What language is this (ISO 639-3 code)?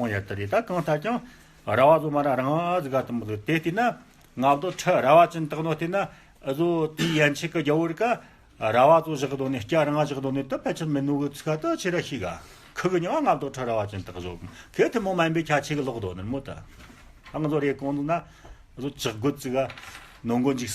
bod